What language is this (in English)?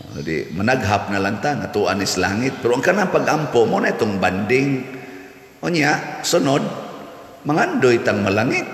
Cebuano